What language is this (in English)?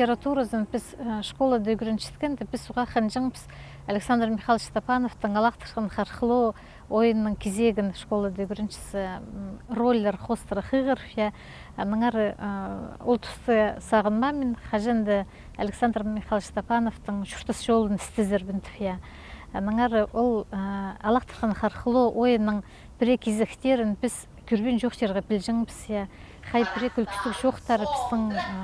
Khakas